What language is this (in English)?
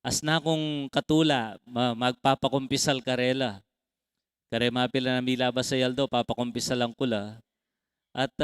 Pampanga